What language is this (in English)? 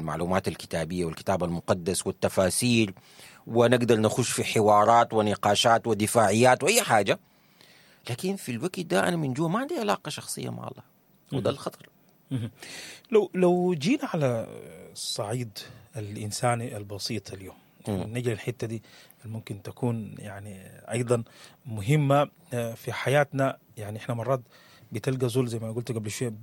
Sudanese Arabic